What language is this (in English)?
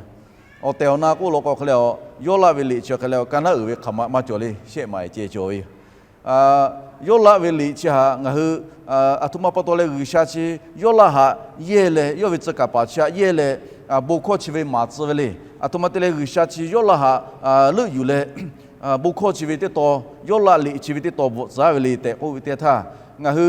Lahu